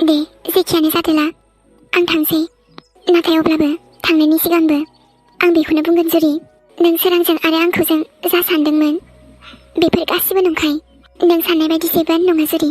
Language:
Bodo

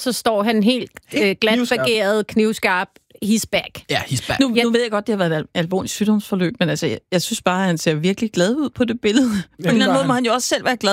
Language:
Danish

